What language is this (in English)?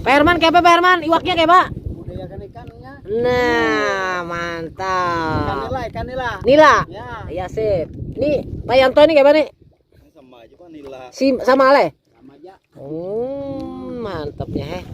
Banjar